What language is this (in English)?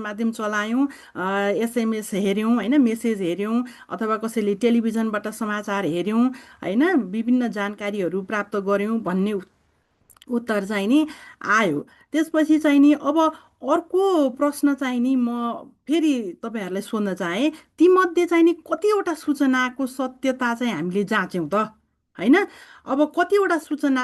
Nepali